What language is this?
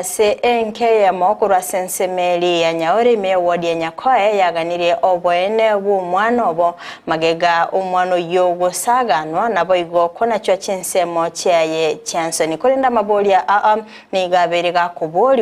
Gusii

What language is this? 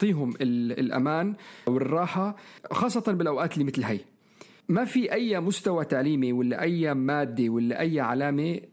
North Levantine Arabic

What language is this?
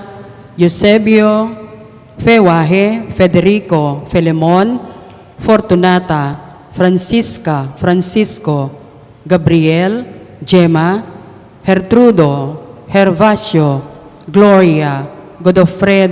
Pampanga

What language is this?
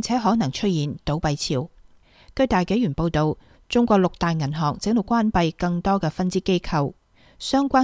Cantonese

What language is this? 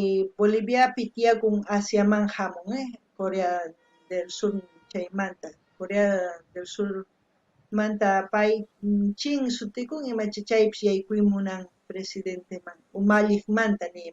South Bolivian Quechua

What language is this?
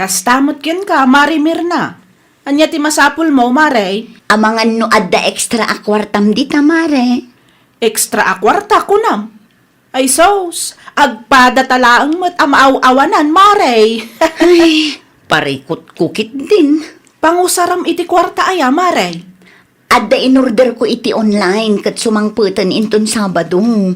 Iloko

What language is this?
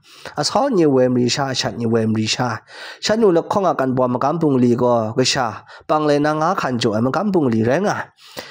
Kachin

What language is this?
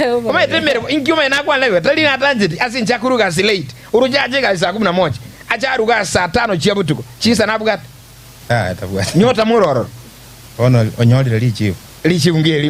Gusii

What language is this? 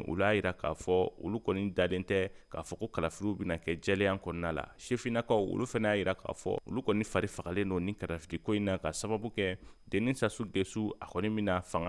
Bambara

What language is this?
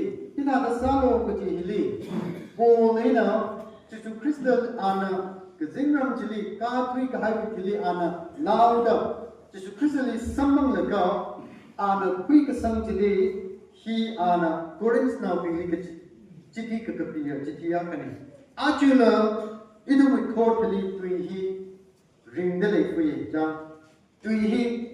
Tangkhul Naga (India)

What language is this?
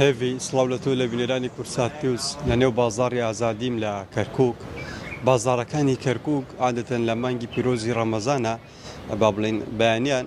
Central Kurdish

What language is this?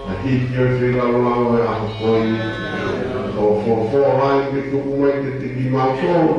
Tongan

